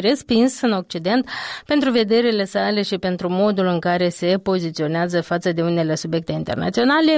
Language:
Romanian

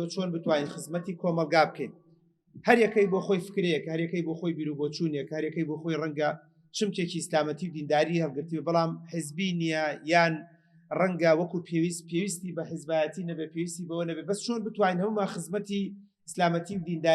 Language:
Central Kurdish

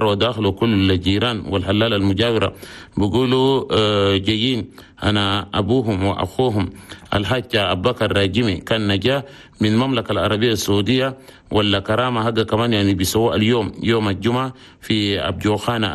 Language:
Chadian Arabic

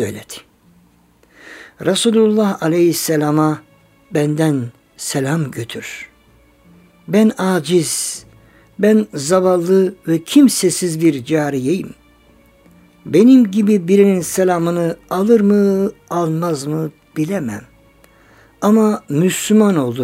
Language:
Turkish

